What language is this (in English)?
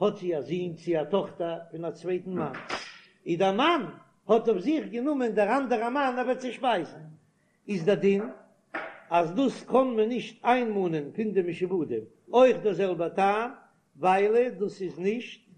Yiddish